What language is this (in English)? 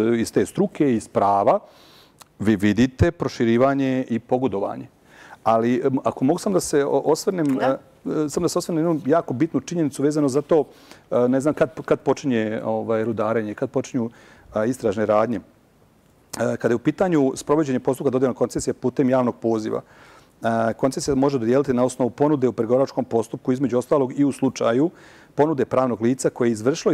Serbian